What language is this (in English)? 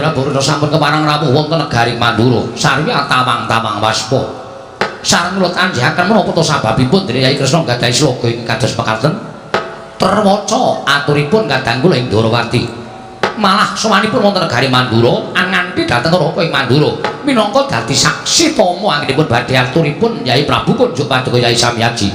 Javanese